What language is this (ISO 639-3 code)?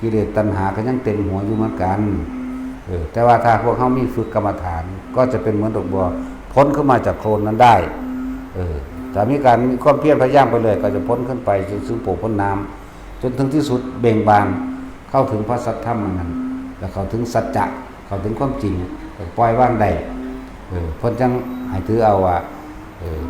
lao